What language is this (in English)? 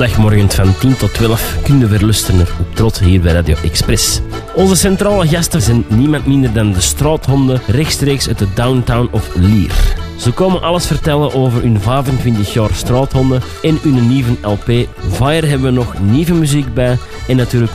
Dutch